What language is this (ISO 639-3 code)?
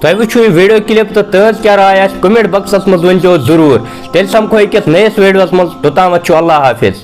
kas